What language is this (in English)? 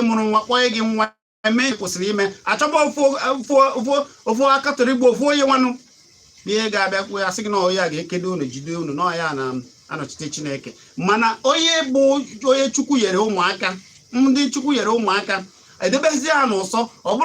Igbo